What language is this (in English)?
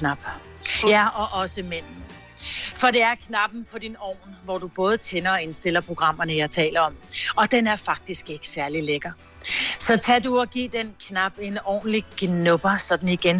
Danish